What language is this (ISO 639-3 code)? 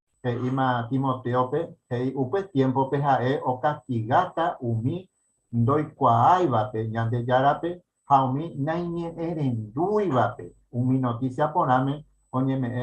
grn